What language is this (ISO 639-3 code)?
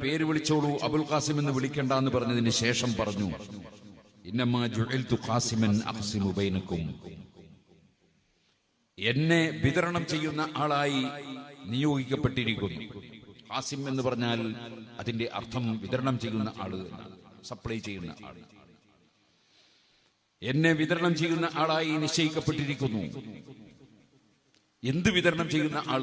mal